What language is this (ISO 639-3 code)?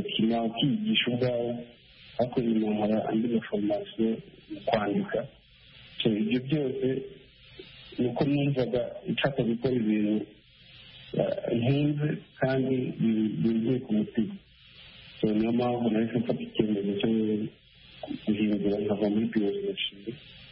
kin